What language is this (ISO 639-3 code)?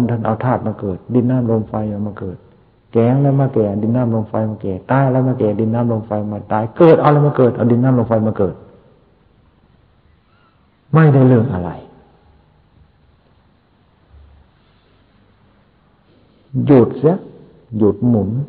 tha